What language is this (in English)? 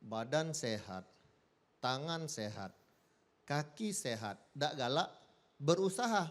Musi